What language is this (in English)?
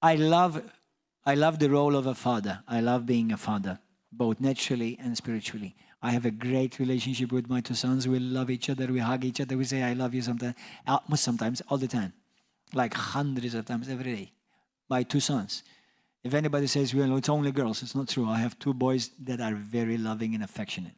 English